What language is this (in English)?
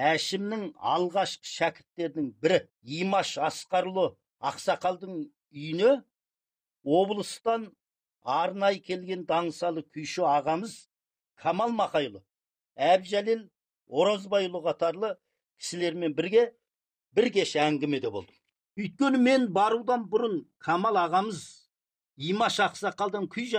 Kazakh